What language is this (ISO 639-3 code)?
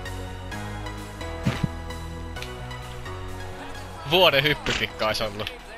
fin